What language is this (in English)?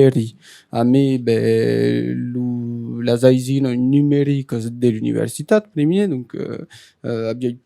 Occitan